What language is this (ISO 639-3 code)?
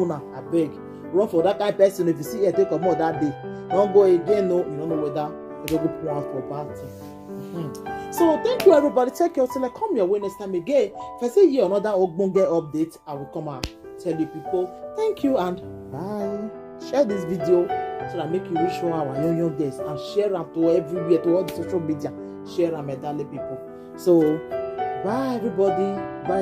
pcm